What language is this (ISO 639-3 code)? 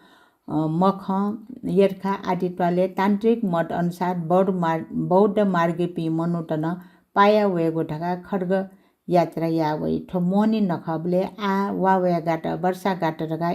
new